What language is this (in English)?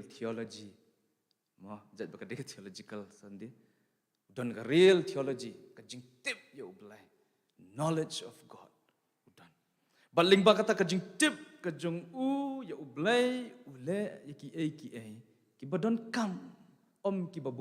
Khasi